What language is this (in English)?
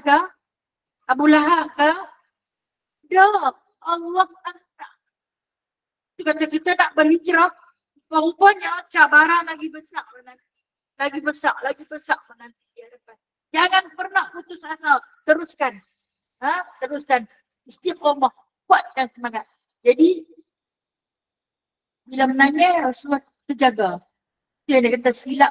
Malay